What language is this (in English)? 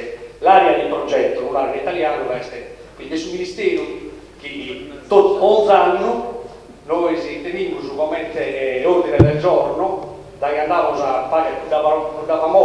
Sardinian